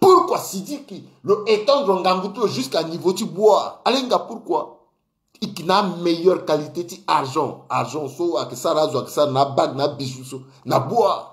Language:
Sango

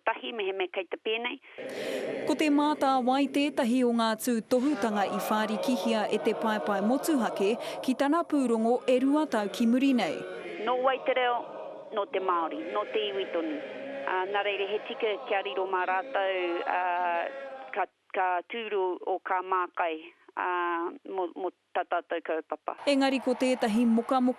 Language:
Māori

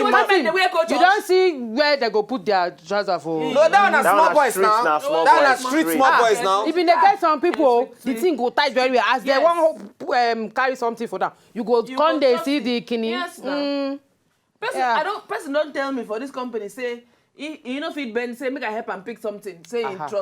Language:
Nigerian Pidgin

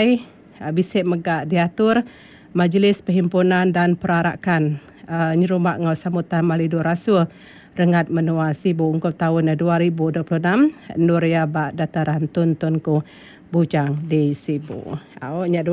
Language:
Iban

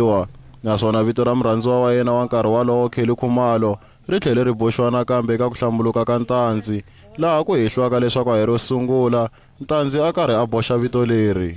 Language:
Tsonga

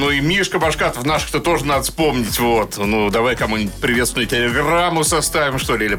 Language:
Russian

